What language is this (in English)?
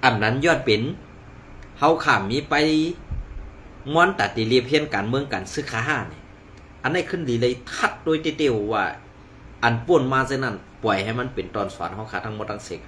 Shan